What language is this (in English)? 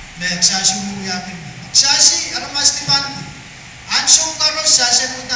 Pohnpeian